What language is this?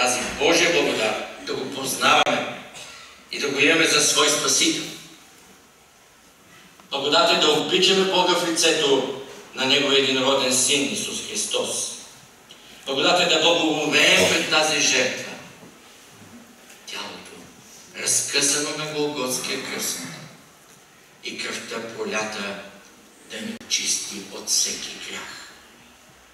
Bulgarian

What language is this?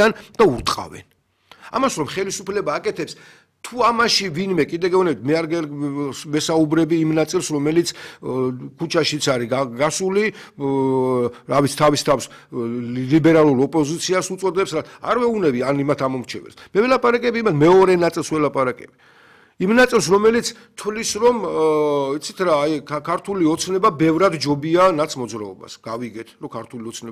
Georgian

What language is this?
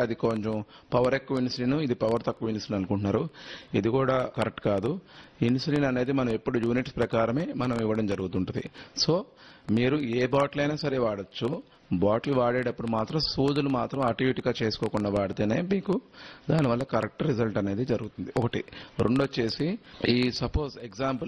Telugu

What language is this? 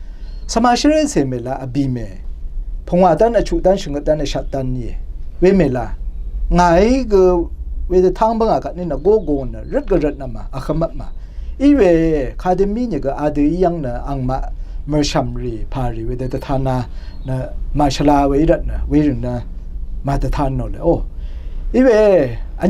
Rawang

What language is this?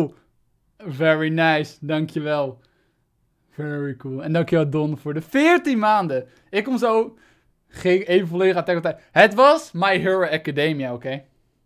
Dutch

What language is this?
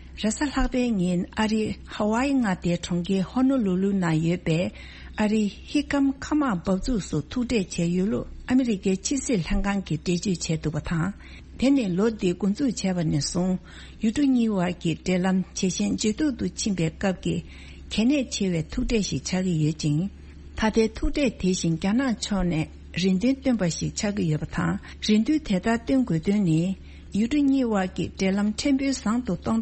Tibetan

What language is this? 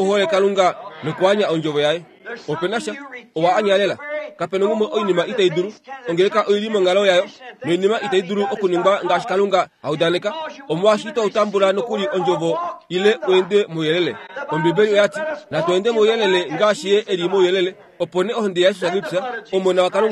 Kuanyama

